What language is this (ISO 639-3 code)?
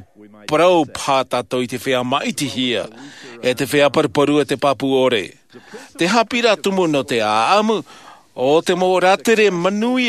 tah